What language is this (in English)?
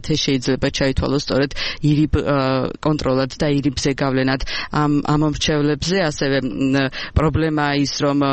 Georgian